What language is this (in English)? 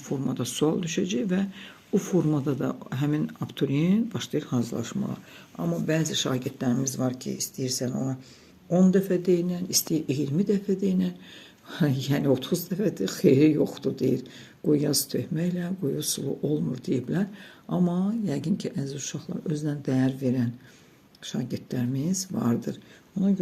Azerbaijani